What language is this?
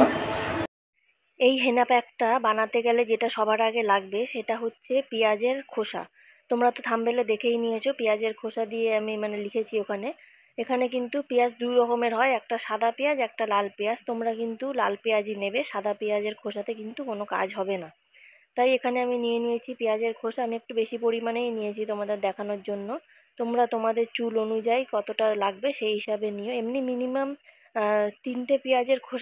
Bangla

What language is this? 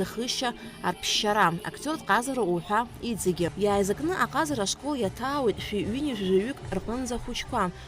Abkhazian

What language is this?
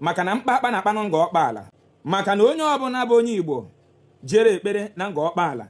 Igbo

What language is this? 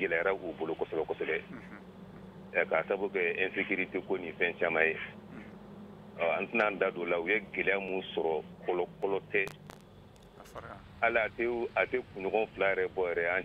Bambara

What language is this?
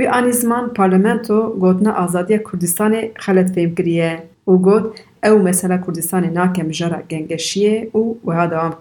Kurdish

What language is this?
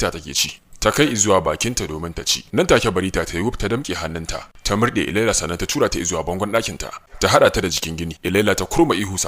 Hausa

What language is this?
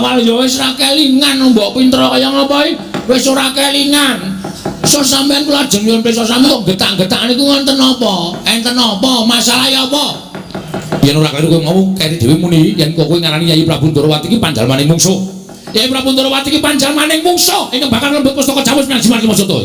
Javanese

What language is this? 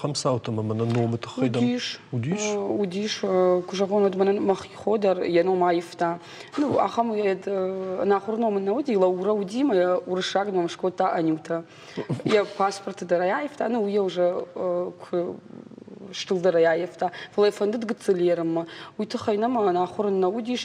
Ossetic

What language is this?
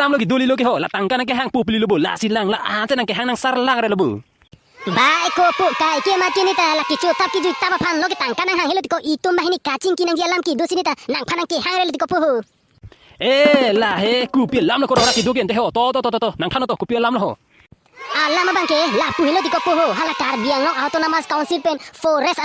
Karbi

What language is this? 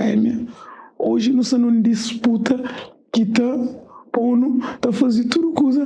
Kabuverdianu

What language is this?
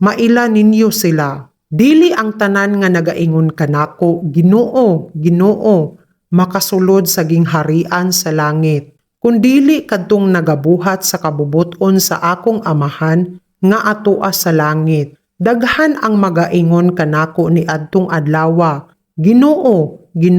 Cebuano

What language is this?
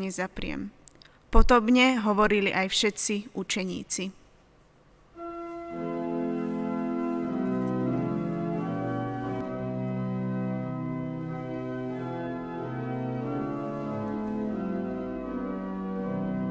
Slovak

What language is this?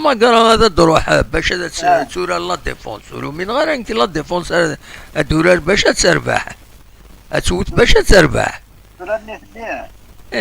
Kabyle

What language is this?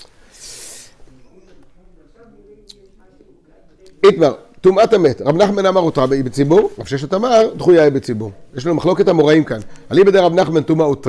Hebrew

